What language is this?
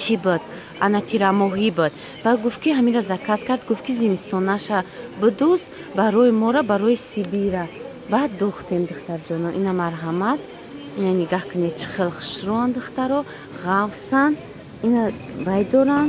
Tajik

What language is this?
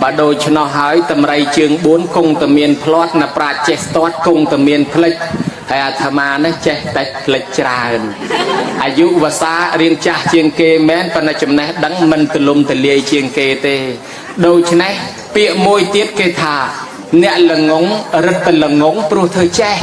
Khmer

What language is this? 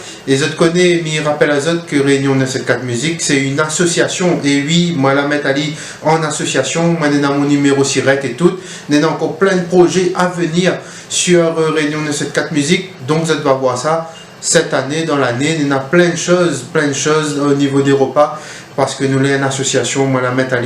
Réunion Creole French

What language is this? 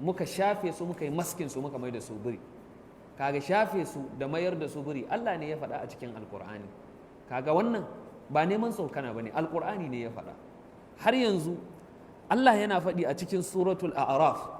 Hausa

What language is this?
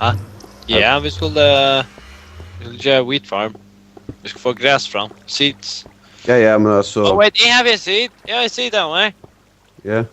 Faroese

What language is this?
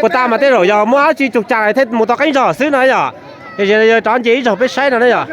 Hmong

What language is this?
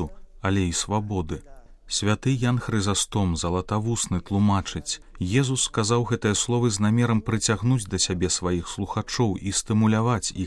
Belarusian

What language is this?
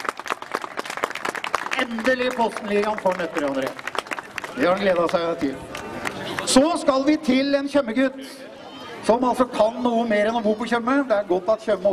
Norwegian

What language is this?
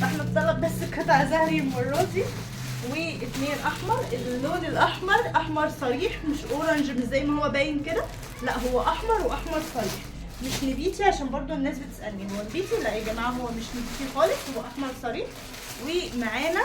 Egyptian Arabic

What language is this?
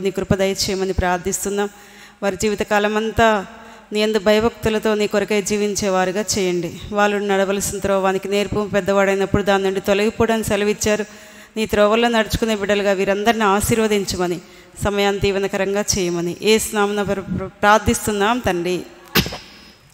Telugu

